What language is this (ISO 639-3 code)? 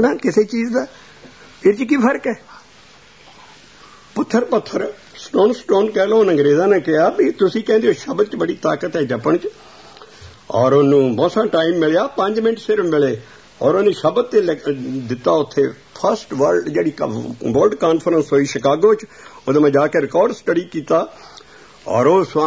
pan